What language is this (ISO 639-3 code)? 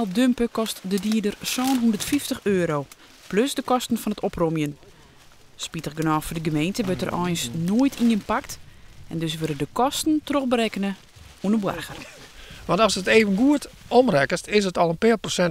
fry